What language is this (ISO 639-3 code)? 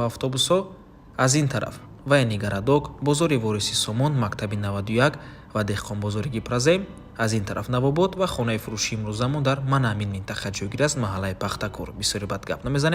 tgk